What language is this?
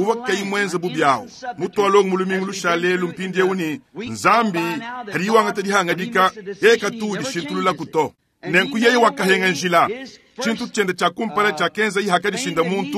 Luba-Lulua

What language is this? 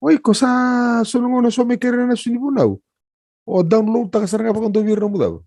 Fijian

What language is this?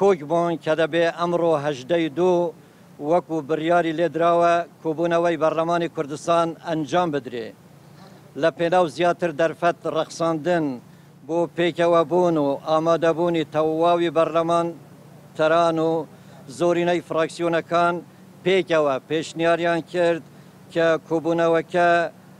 Central Kurdish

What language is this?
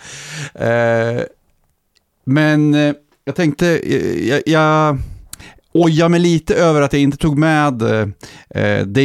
Swedish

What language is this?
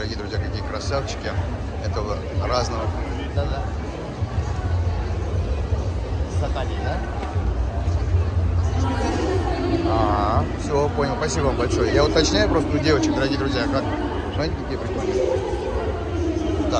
Russian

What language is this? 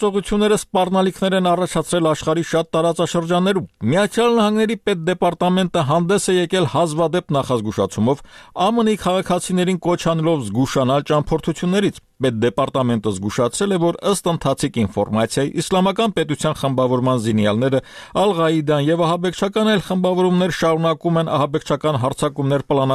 Armenian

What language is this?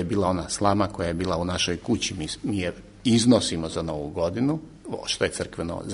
Serbian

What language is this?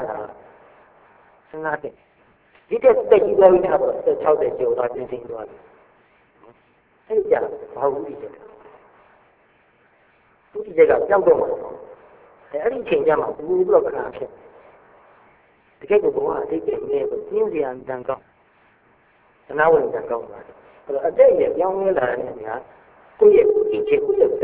Burmese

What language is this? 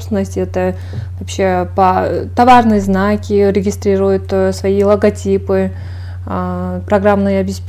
Russian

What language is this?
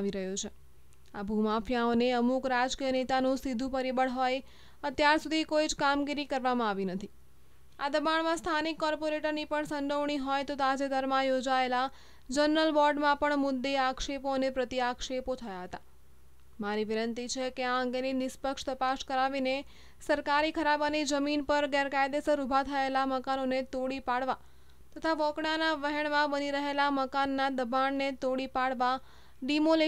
Gujarati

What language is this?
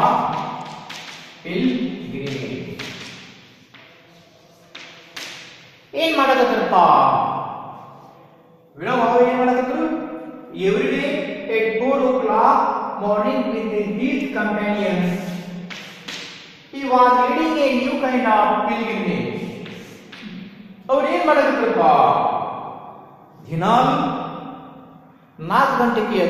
Kannada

